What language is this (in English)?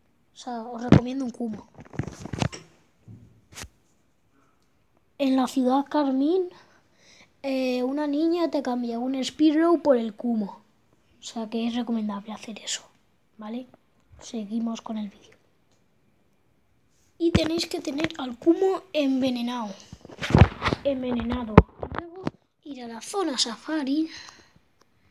Spanish